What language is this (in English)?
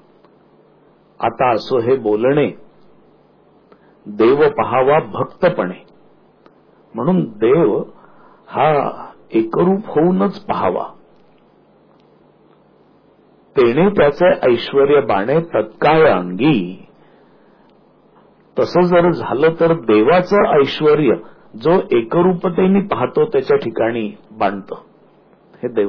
Marathi